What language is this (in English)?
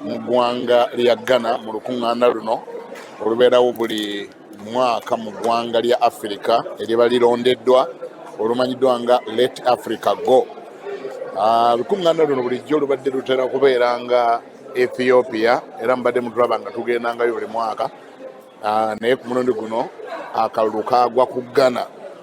Ganda